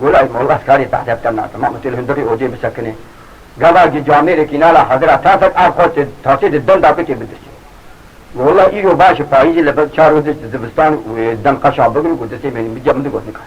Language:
Kurdish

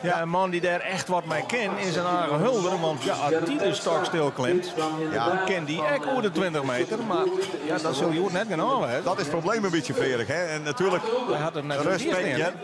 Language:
Western Frisian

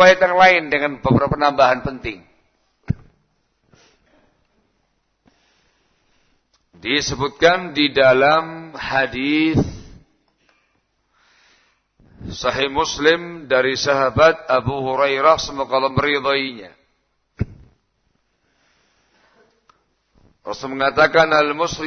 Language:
Indonesian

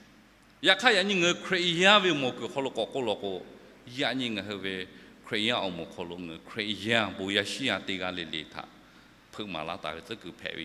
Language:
Lahu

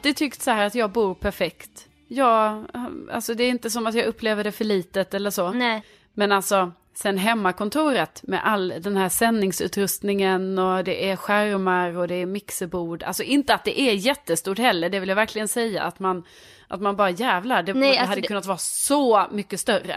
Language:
Swedish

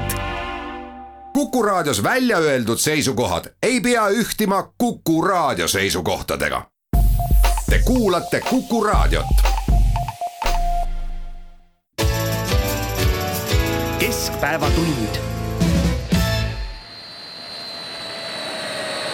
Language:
Estonian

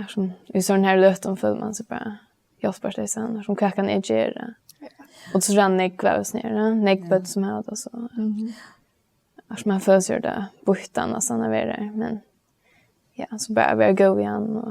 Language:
Faroese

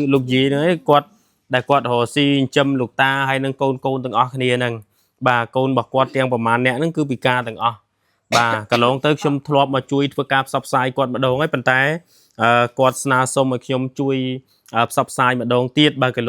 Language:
Khmer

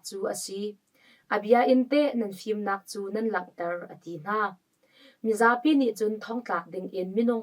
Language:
Hakha Chin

